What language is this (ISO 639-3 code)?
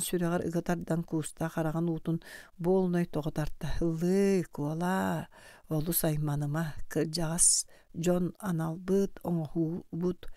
sah